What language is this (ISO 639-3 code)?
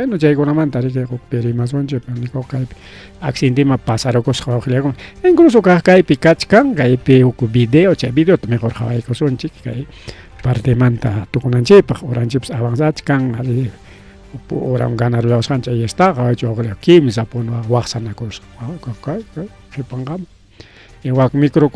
quy